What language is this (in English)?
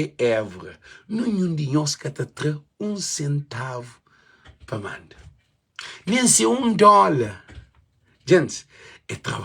Kabuverdianu